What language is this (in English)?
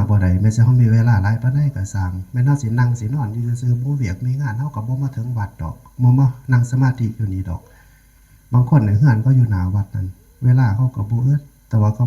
Northeastern Thai